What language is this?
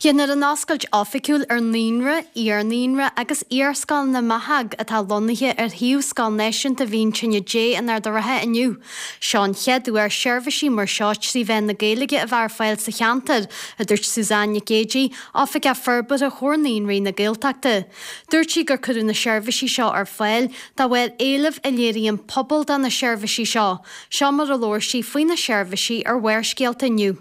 Irish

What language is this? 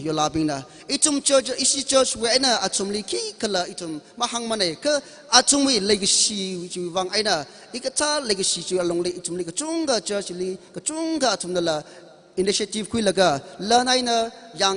Tangkhul Naga (India)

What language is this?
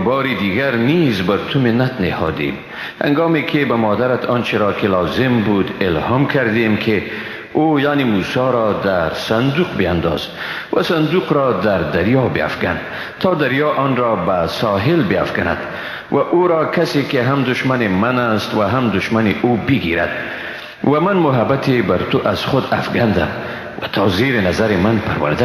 Persian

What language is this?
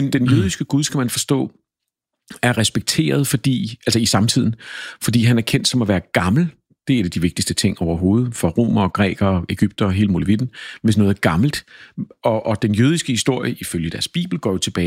Danish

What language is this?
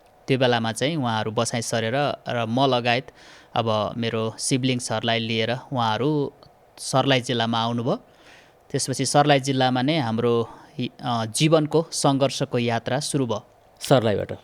Nepali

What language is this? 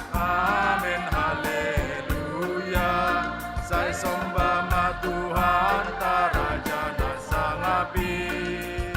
Batak Simalungun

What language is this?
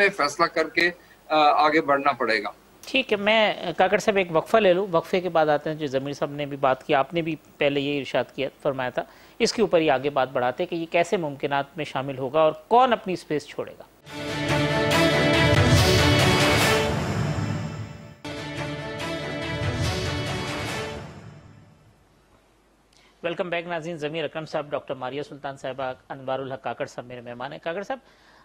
Urdu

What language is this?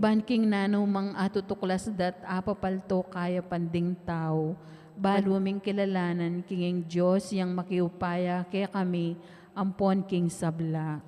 Pampanga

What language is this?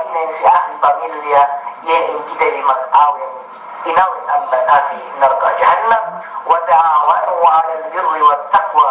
Yakan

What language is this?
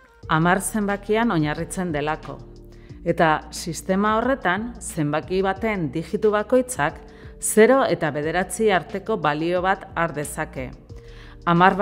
Basque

